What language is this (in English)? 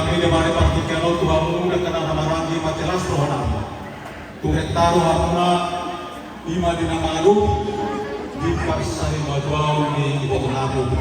Batak Toba